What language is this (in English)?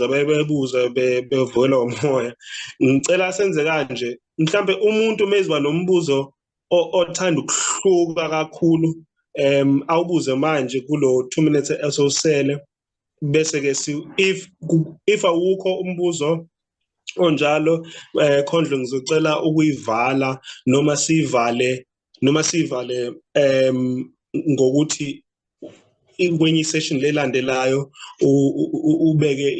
Zulu